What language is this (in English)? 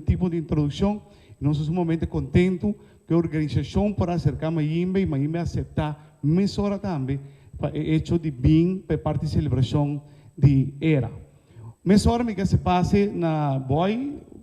Papiamento